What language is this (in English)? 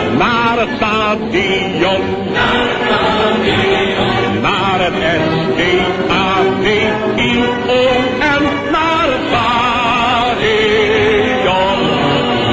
Dutch